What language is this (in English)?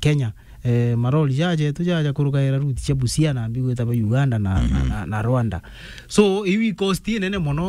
Meru